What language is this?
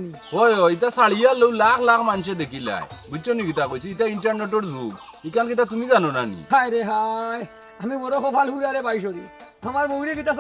Sylheti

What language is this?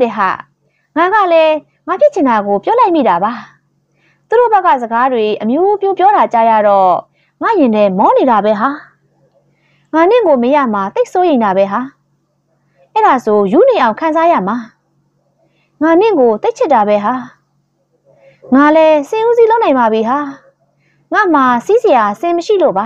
Burmese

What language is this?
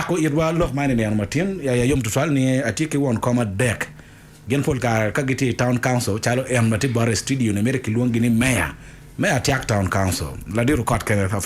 Acoli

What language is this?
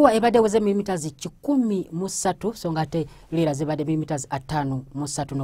Ganda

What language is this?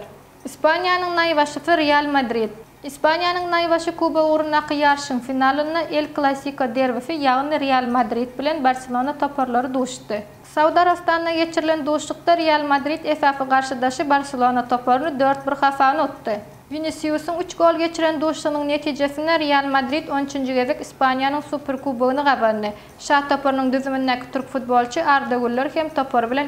Turkmen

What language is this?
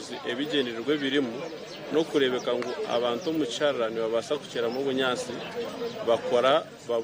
Nyankole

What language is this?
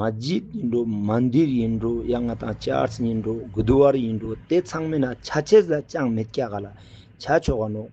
Ladakhi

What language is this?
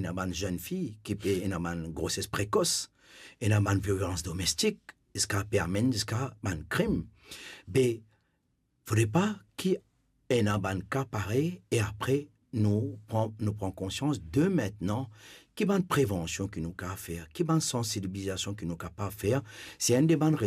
Morisyen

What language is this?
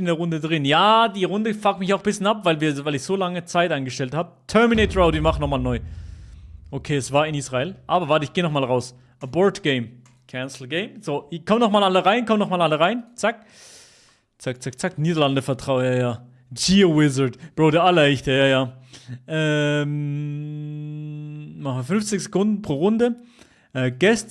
Swiss German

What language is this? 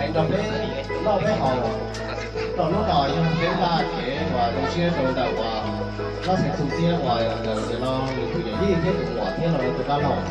Hmong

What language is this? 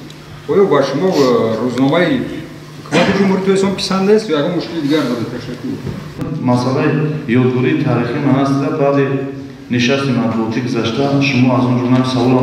Tajik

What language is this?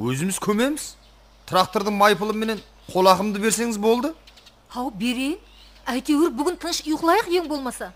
Kara-Kalpak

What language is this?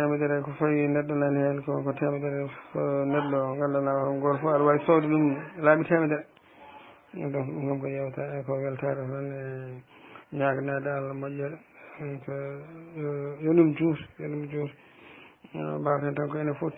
Fula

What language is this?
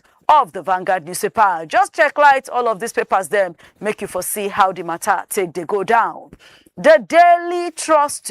Nigerian Pidgin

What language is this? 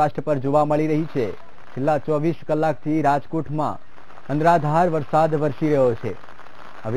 Gujarati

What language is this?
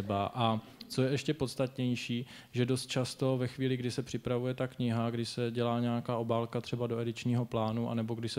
Czech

